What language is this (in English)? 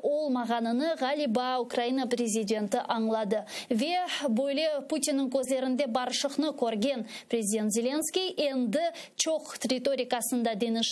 Crimean Tatar